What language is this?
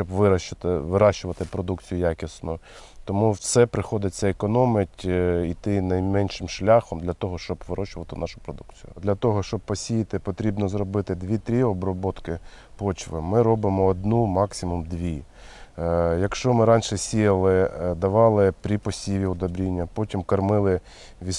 Ukrainian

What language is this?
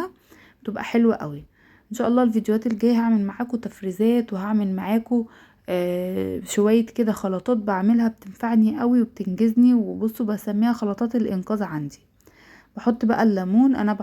Egyptian Arabic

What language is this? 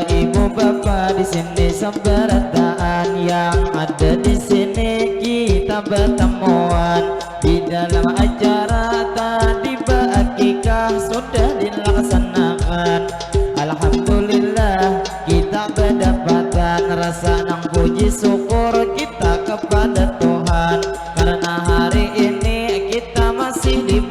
Banjar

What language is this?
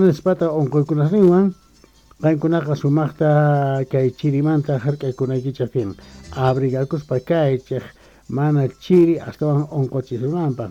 South Bolivian Quechua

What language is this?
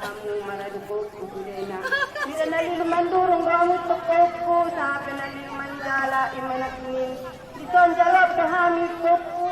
Batak Angkola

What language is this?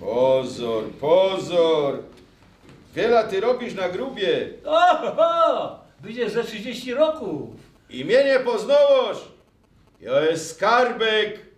Silesian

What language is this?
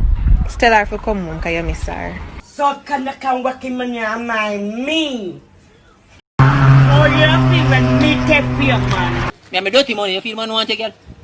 Jamaican Creole English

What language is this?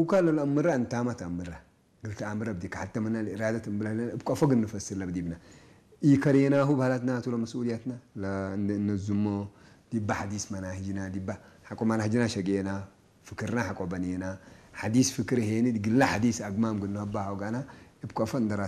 Tigrinya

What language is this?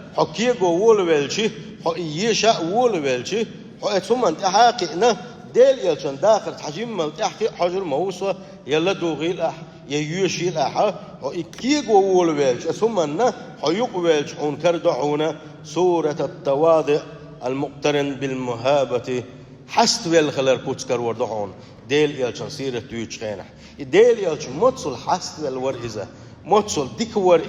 Chechen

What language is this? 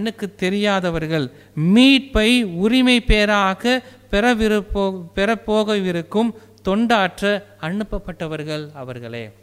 Tamil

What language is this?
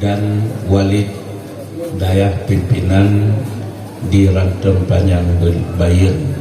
Achinese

